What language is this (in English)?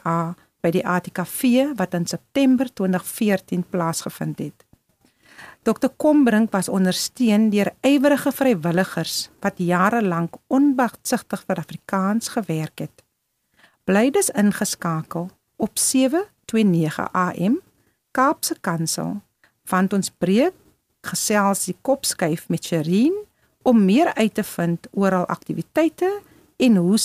Afrikaans